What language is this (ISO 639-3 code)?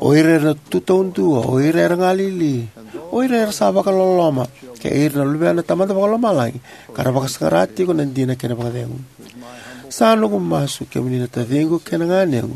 fij